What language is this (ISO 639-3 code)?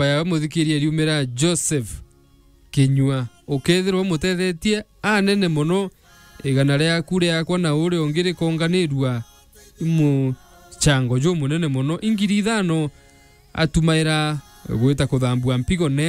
mer